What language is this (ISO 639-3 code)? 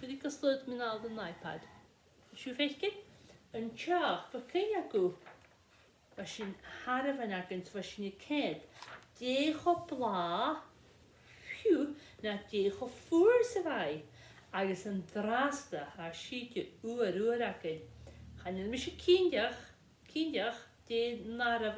gla